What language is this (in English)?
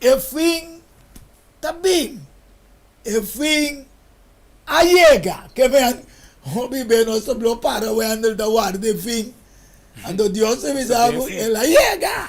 Papiamento